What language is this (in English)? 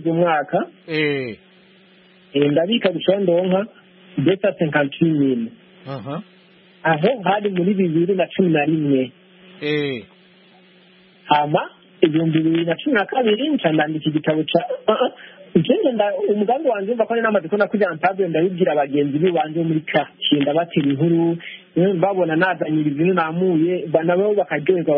Kinyarwanda